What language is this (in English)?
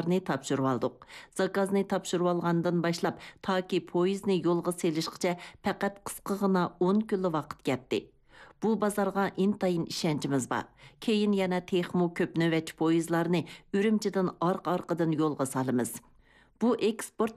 Uyghur